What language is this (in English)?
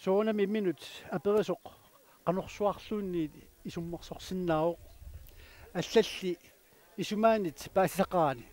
Kalaallisut